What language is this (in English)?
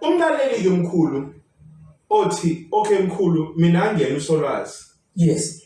Zulu